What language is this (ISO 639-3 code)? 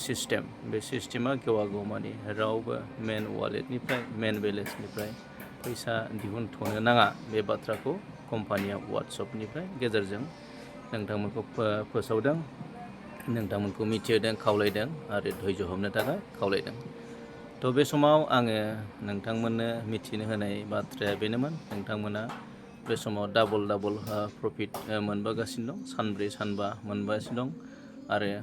brx